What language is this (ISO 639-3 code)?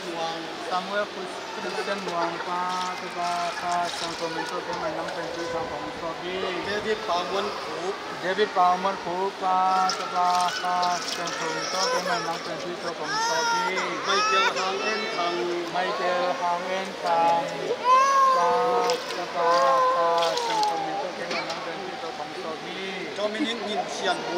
ctd